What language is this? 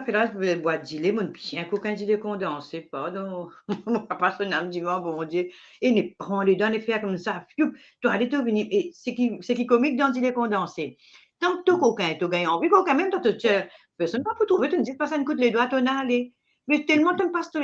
Morisyen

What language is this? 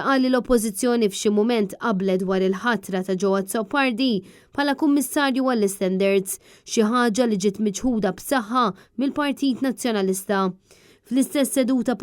Maltese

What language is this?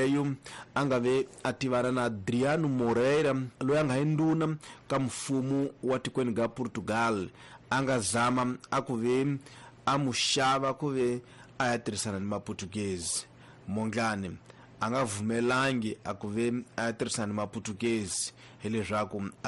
Tsonga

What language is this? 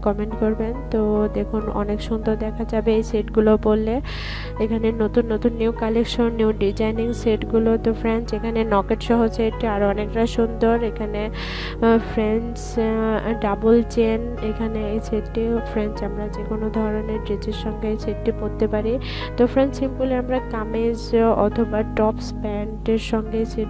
Bangla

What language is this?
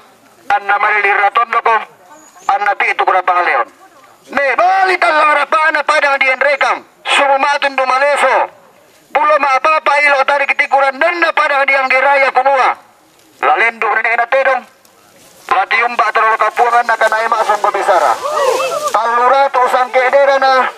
Toraja-Sa'dan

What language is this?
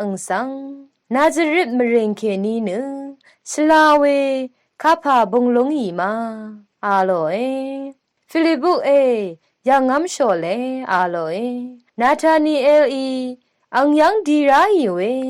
Rawang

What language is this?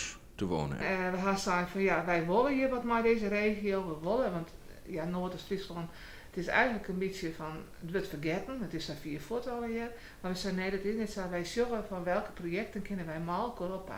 Western Frisian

